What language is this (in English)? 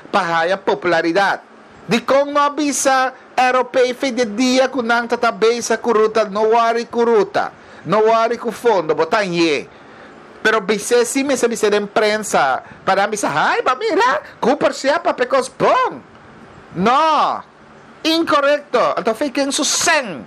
Papiamento